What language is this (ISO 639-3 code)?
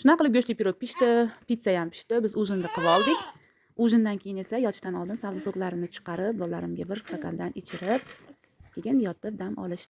uzb